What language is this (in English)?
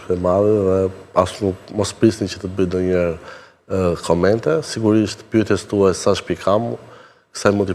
Albanian